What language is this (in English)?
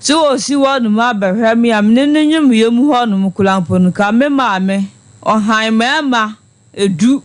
Akan